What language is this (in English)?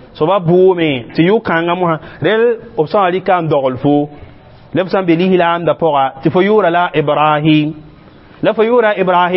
Mossi